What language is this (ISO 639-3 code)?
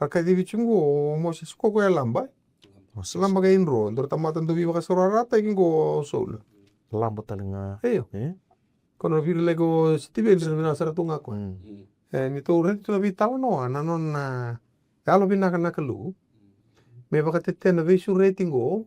fij